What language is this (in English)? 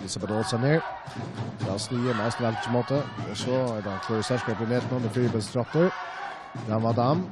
Faroese